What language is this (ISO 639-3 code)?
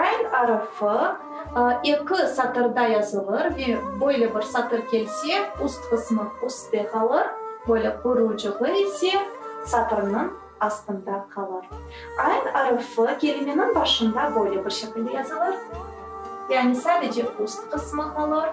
crh